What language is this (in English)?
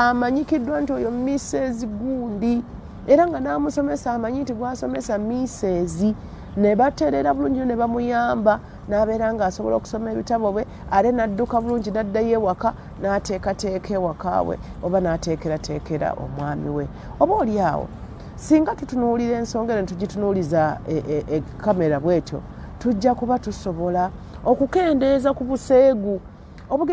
Ganda